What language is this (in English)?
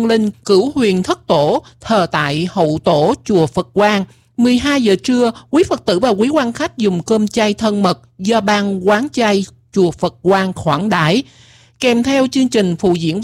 Vietnamese